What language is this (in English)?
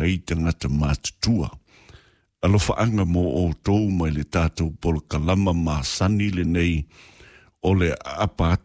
Samoan